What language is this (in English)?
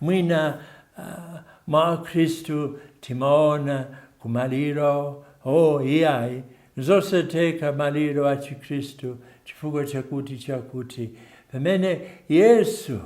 Nyanja